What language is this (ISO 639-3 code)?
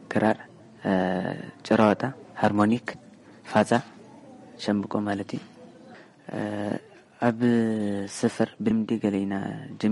tir